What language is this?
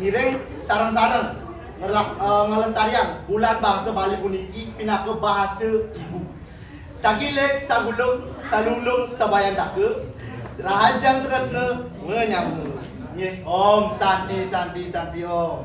Balinese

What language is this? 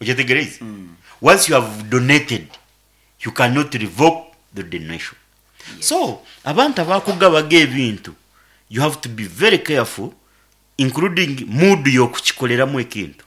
Nyankole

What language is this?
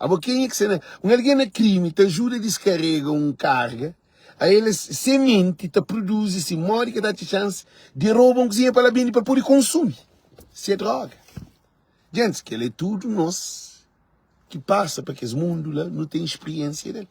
Kabuverdianu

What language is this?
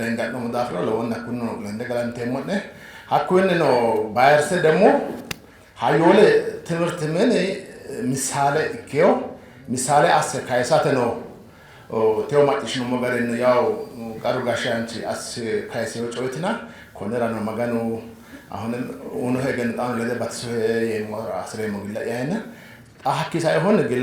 Sidamo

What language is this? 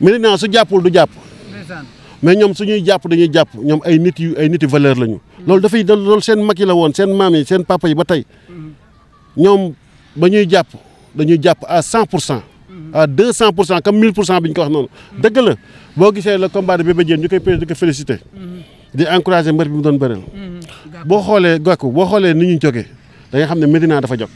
Wolof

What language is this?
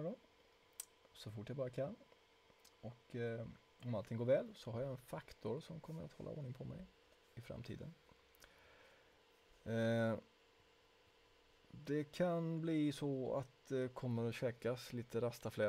Swedish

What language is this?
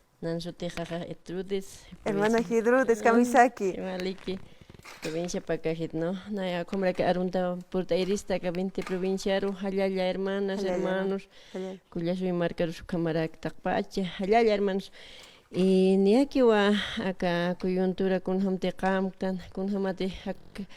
Aymara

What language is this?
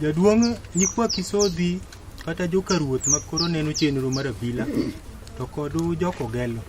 Luo (Kenya and Tanzania)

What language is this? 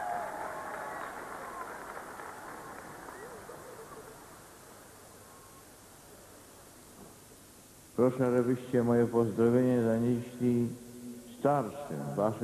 Polish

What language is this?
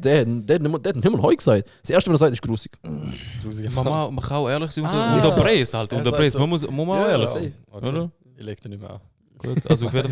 Swiss German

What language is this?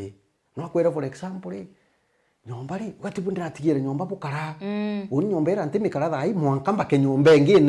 Meru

